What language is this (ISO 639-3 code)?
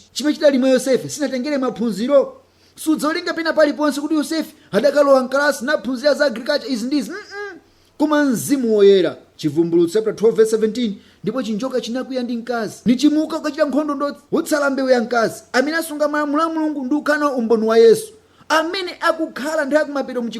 nya